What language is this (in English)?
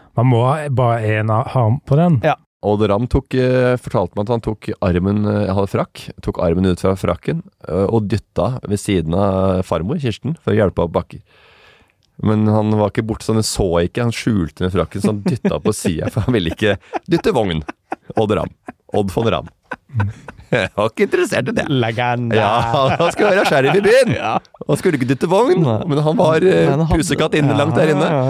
Norwegian